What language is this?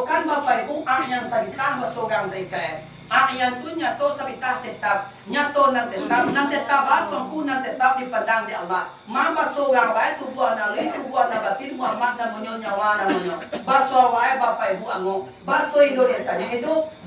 Minangkabau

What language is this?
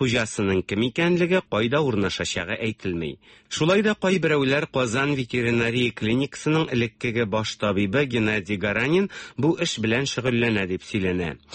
Tatar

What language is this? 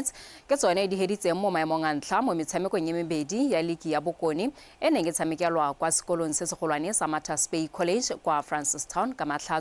Tswana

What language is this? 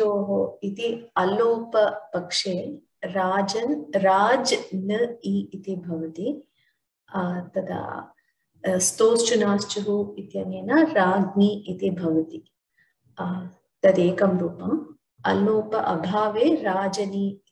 Sanskrit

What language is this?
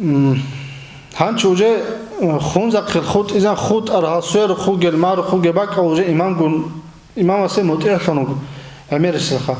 Avaric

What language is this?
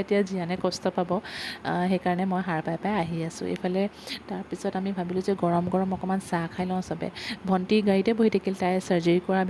Assamese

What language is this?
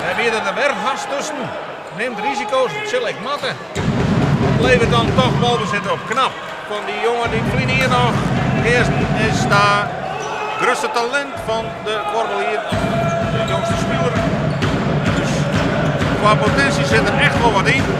Western Frisian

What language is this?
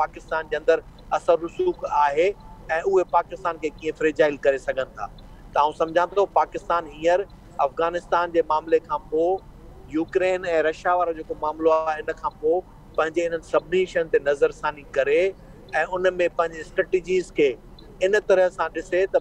Sindhi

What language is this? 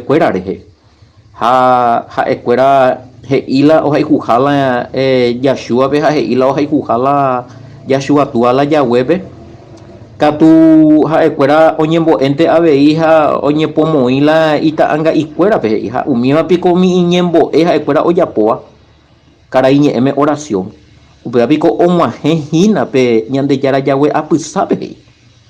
Guarani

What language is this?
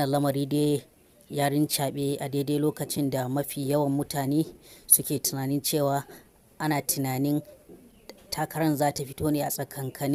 Hausa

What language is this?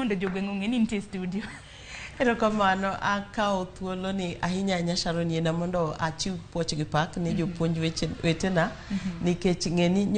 Luo (Kenya and Tanzania)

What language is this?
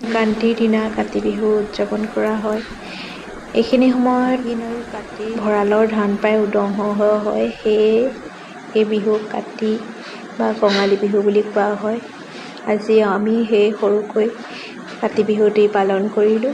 Assamese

